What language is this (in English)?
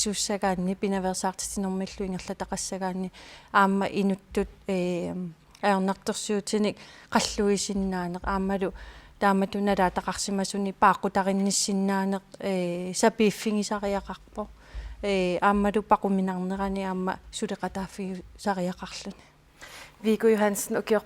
Kalaallisut